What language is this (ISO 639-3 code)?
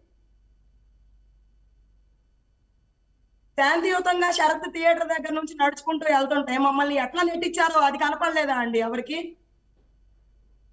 tel